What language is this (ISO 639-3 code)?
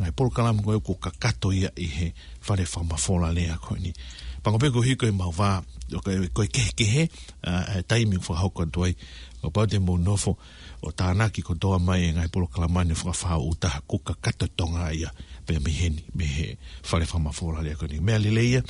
ton